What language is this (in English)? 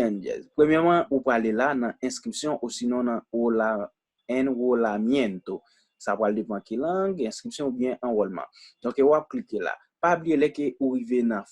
Haitian Creole